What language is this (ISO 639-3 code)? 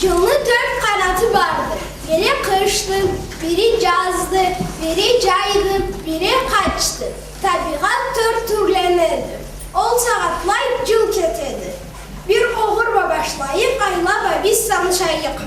krc